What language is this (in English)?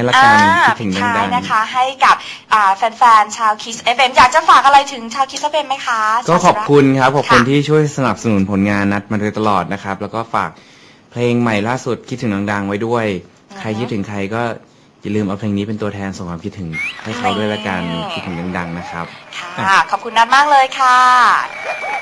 Thai